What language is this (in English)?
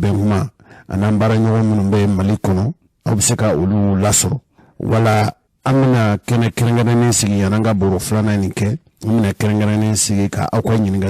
Bambara